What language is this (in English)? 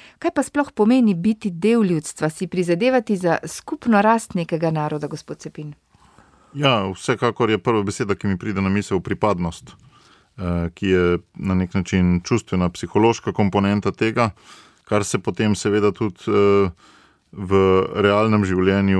Slovenian